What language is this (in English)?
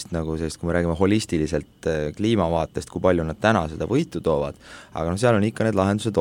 Estonian